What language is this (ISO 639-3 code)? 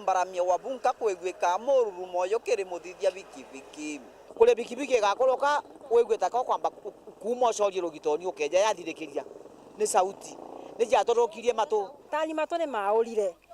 mer